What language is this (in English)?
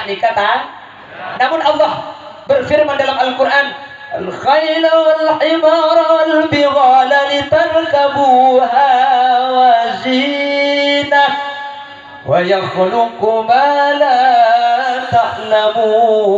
Madurese